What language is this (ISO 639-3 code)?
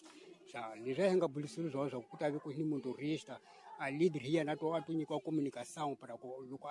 tso